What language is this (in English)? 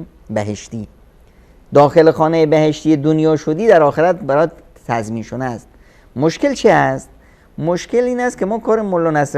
Persian